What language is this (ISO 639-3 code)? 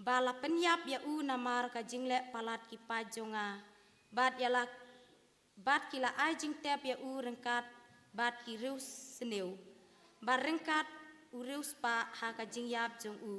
kha